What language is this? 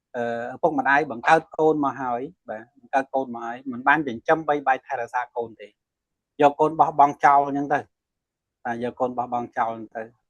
Khmer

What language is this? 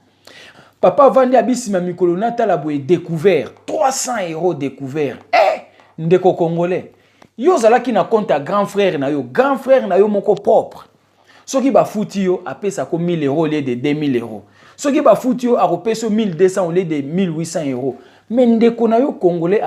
Lingala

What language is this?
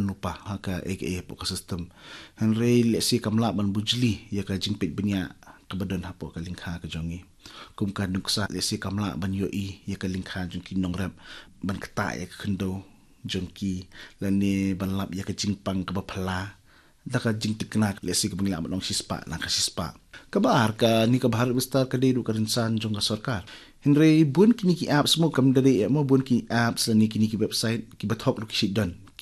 Khasi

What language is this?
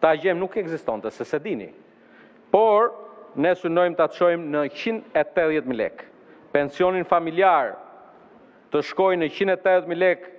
Albanian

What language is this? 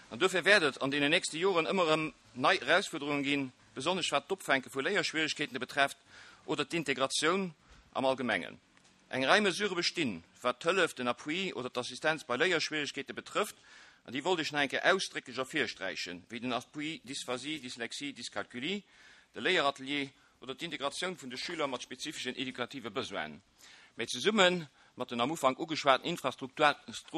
Luxembourgish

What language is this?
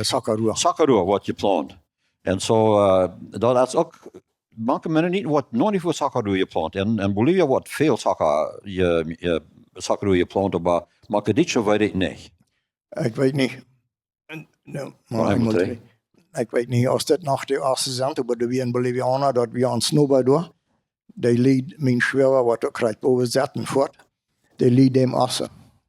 Plautdietsch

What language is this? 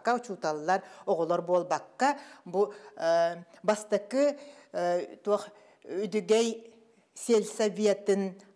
Yakut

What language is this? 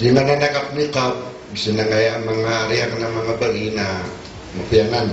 Maranao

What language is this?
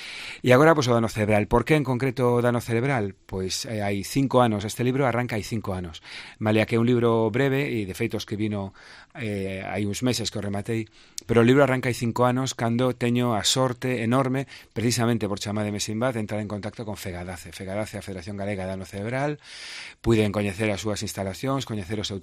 Galician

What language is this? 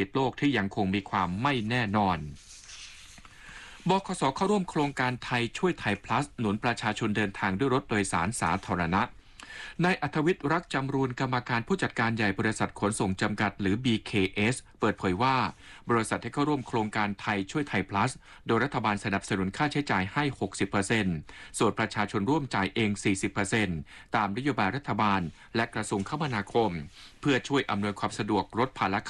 Thai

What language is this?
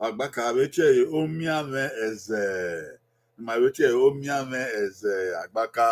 Bini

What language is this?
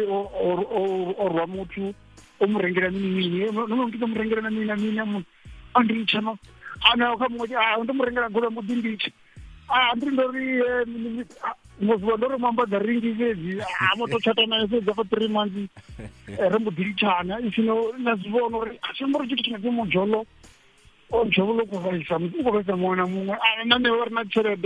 Venda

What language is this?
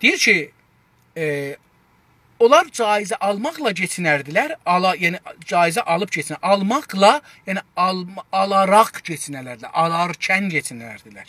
South Azerbaijani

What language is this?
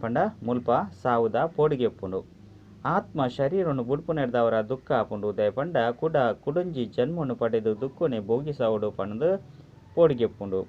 Tulu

